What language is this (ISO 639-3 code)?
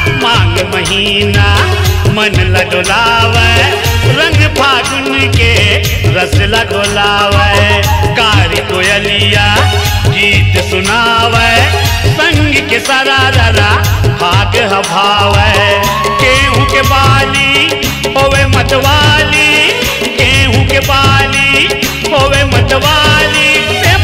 hne